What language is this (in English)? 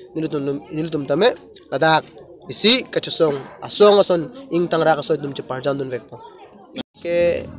Karbi